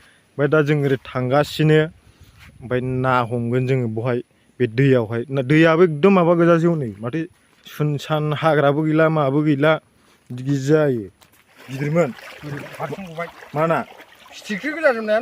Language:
Bodo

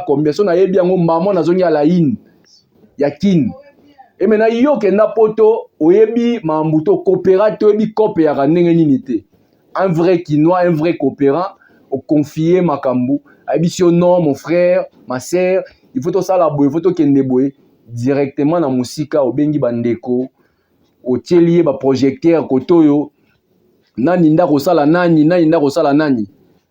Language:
Lingala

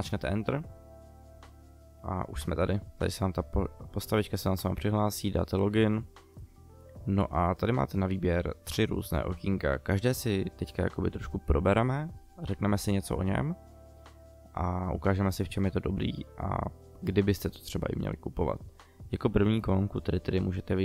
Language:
Czech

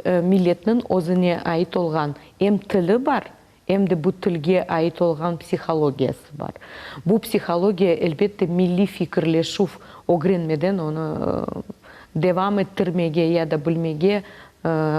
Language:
Crimean Tatar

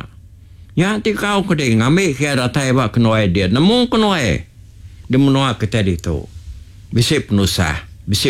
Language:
Iban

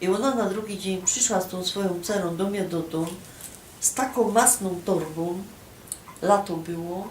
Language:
Silesian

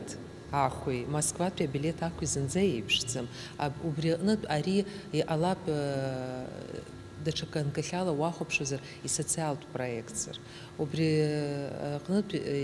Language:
Abkhazian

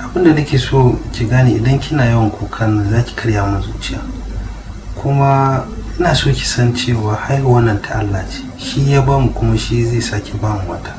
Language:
Hausa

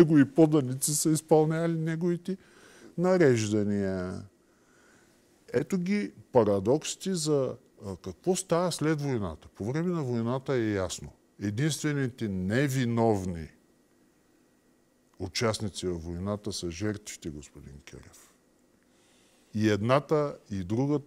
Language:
Bulgarian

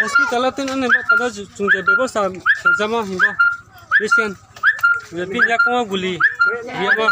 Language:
Riang (India)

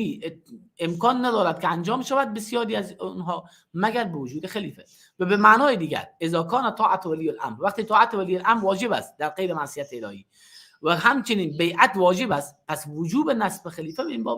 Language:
Persian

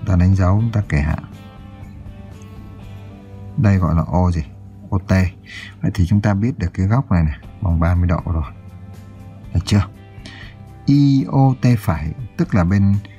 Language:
Vietnamese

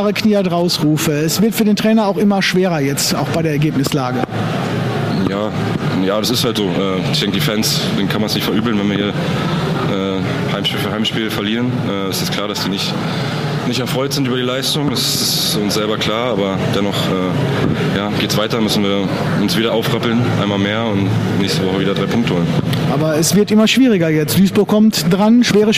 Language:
German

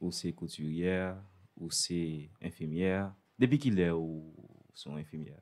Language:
Haitian Creole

